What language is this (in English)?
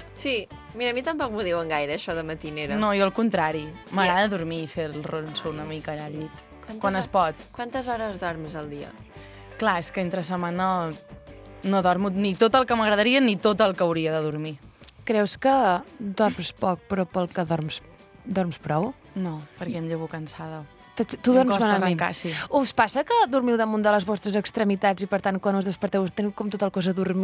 Catalan